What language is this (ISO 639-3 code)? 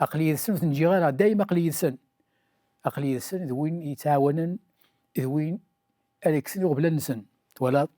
kab